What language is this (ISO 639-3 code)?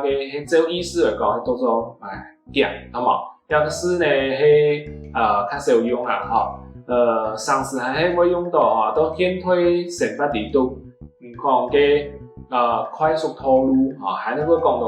hak